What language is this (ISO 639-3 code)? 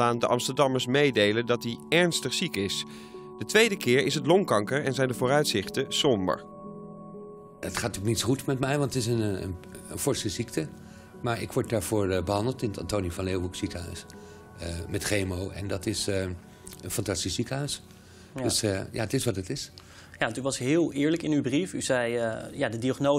nld